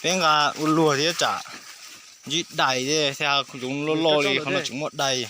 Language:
Hmong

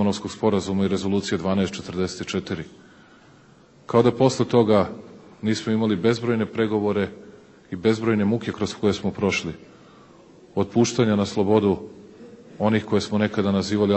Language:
Serbian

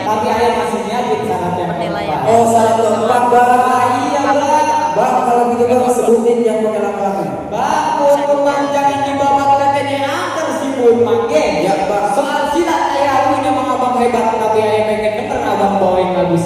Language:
Betawi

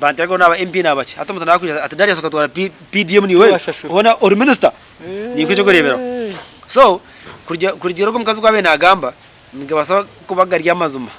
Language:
Nyankole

